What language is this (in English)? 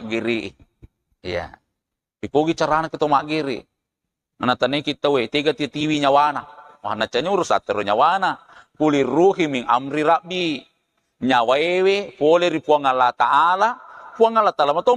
Buginese